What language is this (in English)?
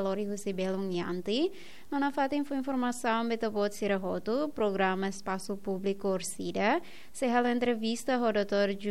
Tetum